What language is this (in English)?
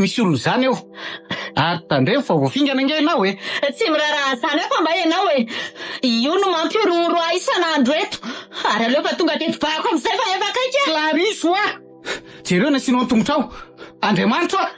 Malagasy